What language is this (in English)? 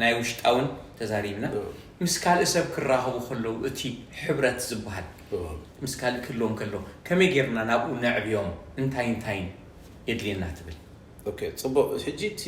Tigrinya